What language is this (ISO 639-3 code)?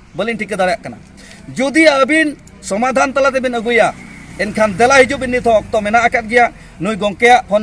sat